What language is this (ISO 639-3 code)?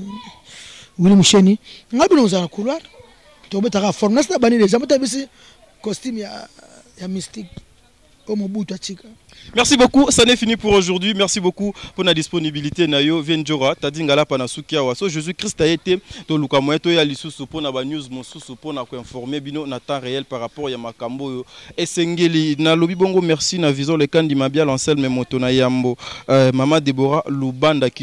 lin